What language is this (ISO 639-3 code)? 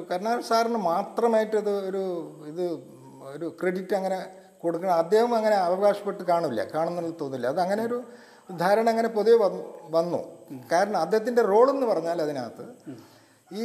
mal